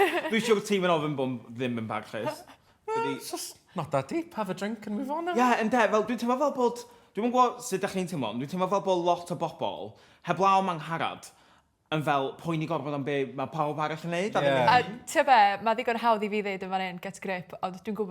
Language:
Welsh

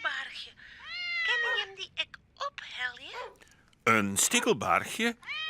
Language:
Western Frisian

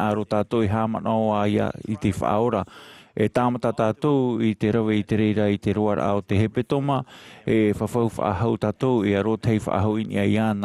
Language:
Tahitian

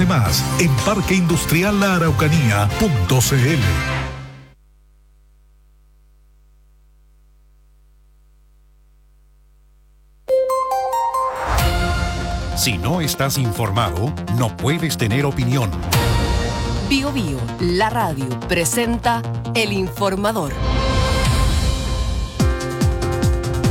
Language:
Spanish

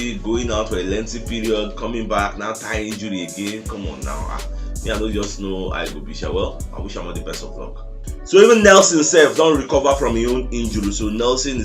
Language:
Nigerian Pidgin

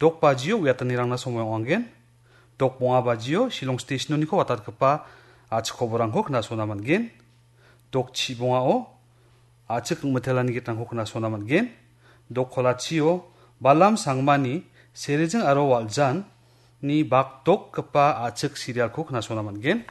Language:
Garo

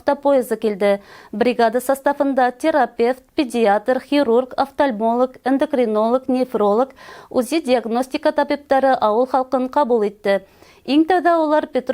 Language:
Bashkir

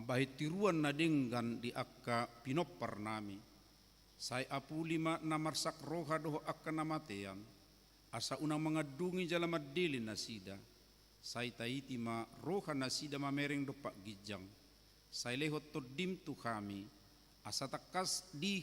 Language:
Batak Toba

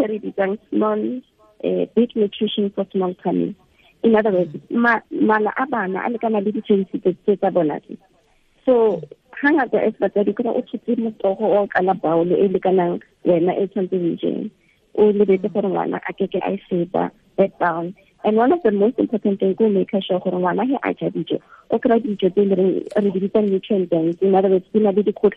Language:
Tswana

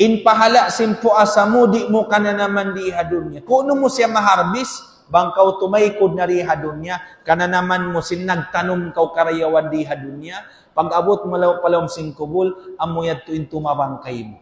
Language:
Tausug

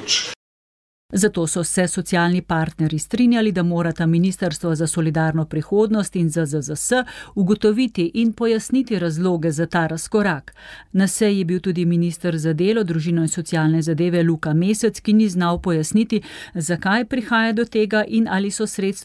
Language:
Slovenian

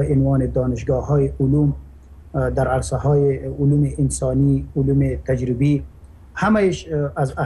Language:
Persian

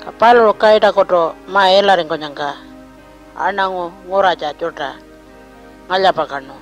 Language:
Pitjantjatjara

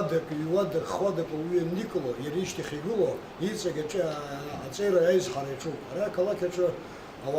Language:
Abkhazian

